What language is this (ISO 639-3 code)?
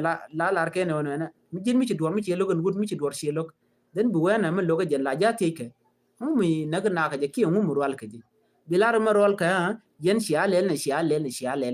nus